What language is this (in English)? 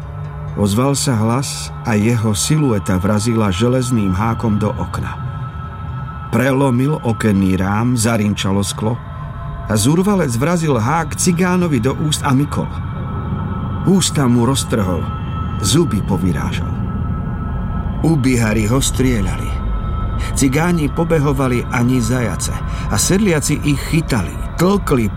Slovak